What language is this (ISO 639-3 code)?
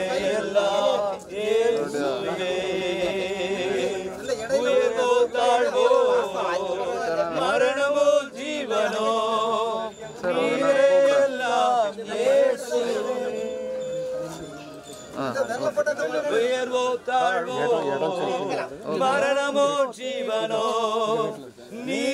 tam